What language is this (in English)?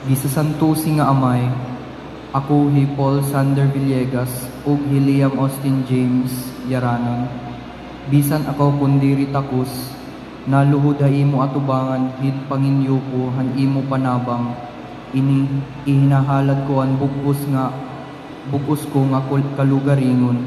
Waray